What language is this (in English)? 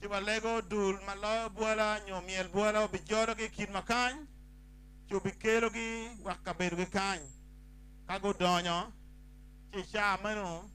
Acoli